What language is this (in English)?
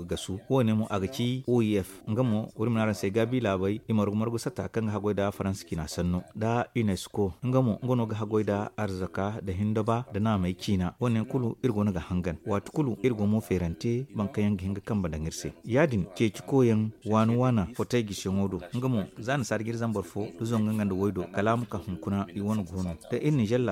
Zarma